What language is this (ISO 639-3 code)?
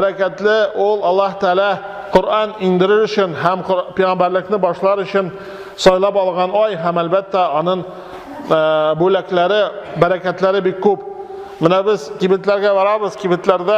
tat